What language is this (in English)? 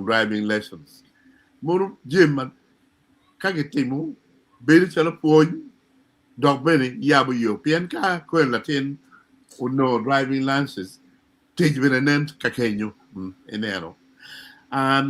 Acoli